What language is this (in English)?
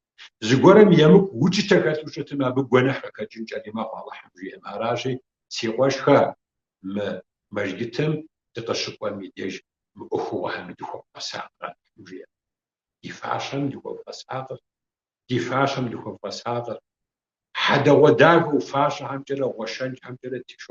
Kabardian